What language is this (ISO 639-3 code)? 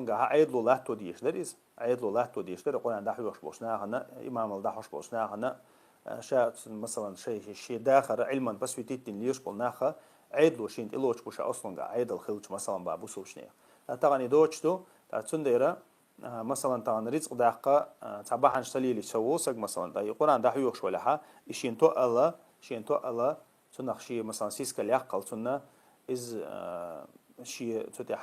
che